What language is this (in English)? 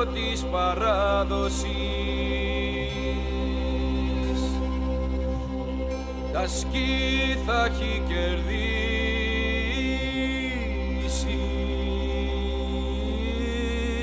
Greek